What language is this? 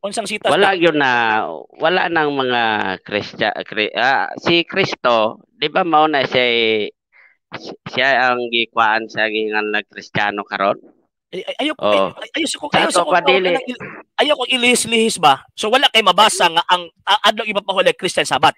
Cebuano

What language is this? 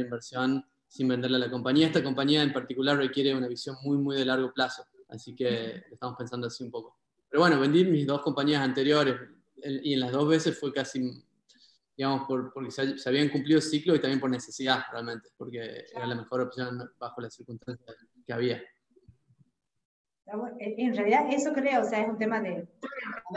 Spanish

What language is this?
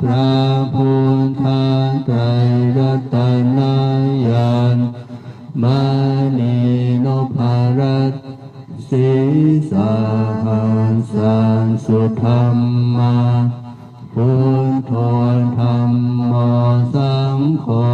Pali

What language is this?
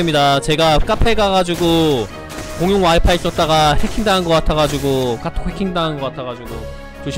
Korean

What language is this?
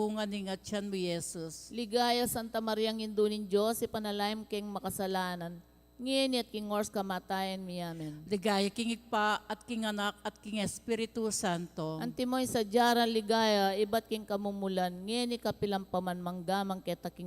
Pampanga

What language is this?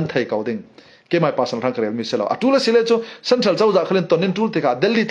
Falam Chin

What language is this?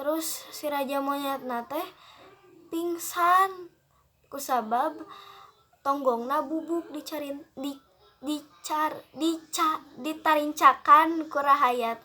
Sundanese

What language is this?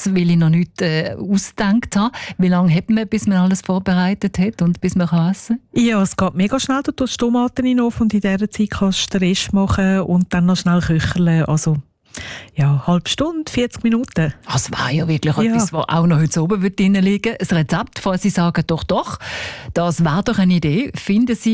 German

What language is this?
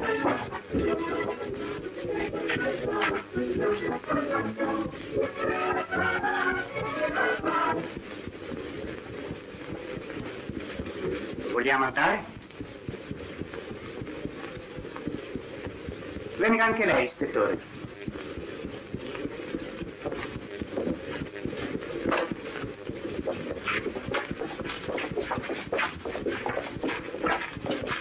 Italian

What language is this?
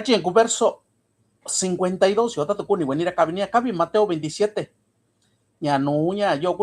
Mixtepec Mixtec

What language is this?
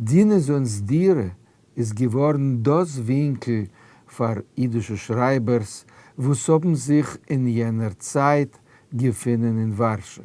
Yiddish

